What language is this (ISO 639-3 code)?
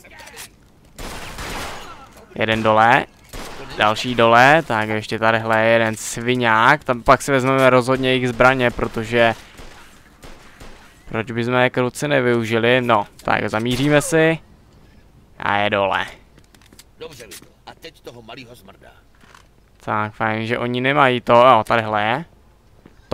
ces